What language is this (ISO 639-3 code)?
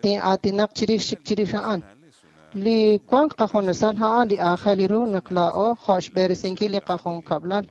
kek